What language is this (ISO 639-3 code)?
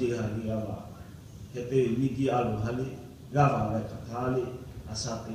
lhu